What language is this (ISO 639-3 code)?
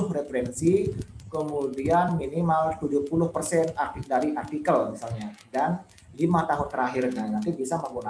ind